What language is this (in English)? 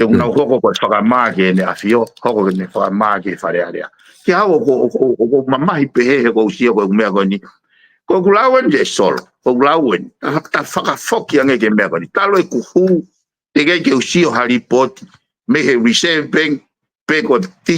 Tongan